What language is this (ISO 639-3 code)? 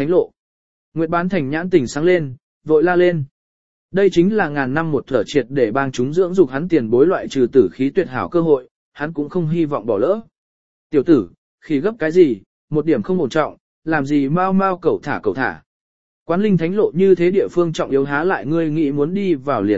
vie